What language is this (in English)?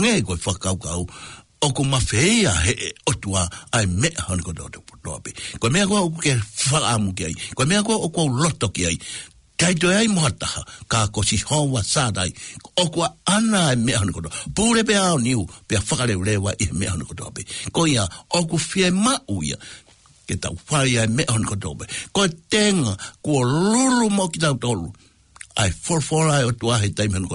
Tongan